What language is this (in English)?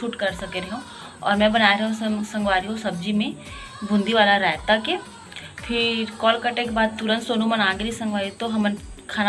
Chhattisgarhi